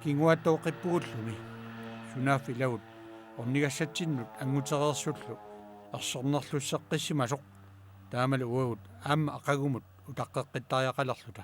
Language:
Kalaallisut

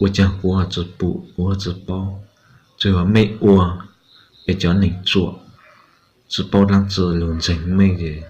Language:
Hmong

